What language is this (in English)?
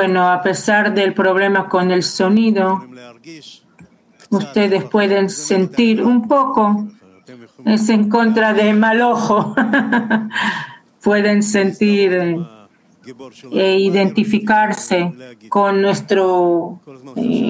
Spanish